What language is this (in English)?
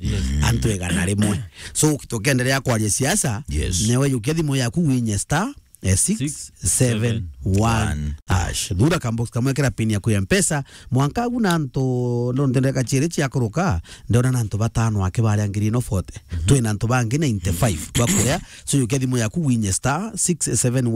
Meru